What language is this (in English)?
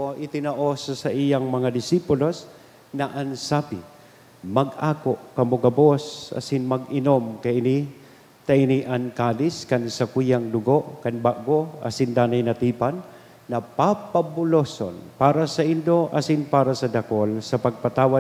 Bikol